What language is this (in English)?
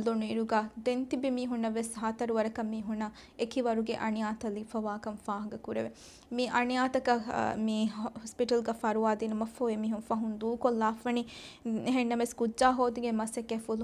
Divehi